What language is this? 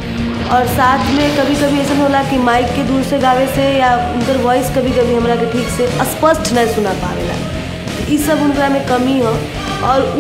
Bhojpuri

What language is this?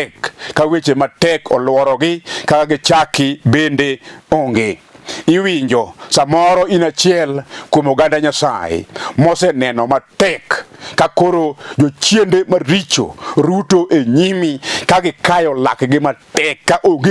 Luo (Kenya and Tanzania)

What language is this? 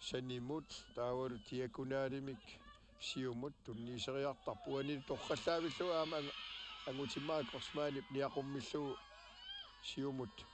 Kalaallisut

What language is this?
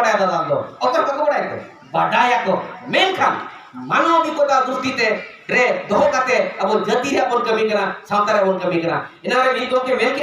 Santali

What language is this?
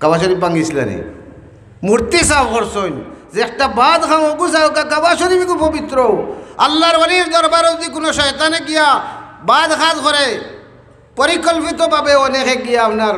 Sylheti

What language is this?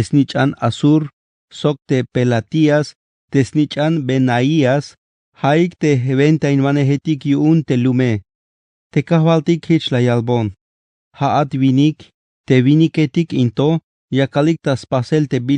Tzeltal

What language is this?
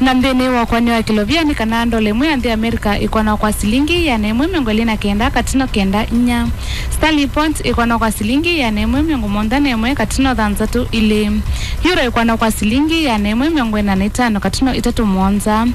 Kamba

